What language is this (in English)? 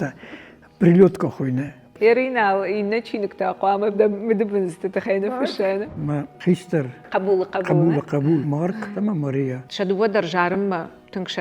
Ossetic